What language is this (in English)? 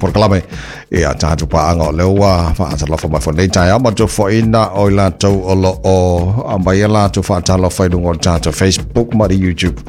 Samoan